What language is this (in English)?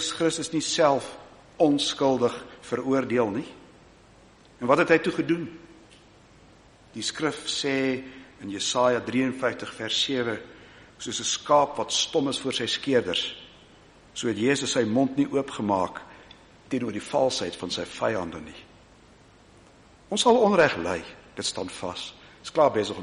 Afrikaans